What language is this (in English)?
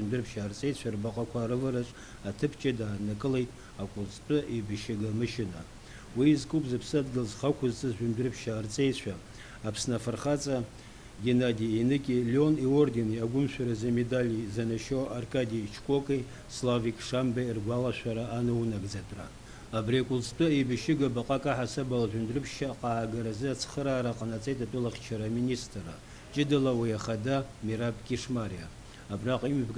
Abkhazian